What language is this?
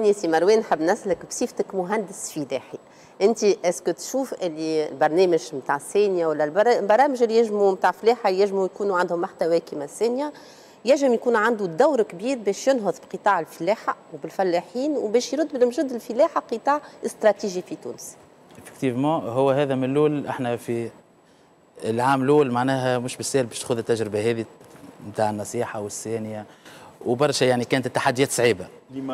Tunisian Arabic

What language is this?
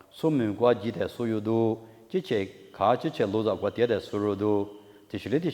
Lisu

